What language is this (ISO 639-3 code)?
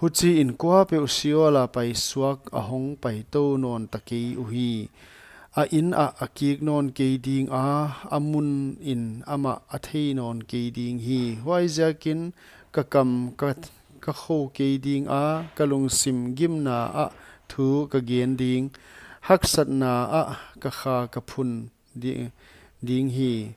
pck